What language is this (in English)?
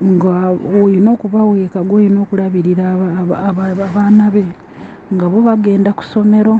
Ganda